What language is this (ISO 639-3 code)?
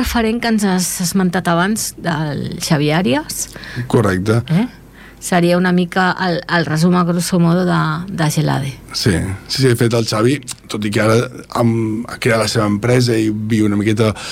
cat